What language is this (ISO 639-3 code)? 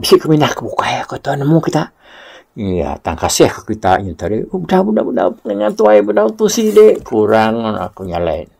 iba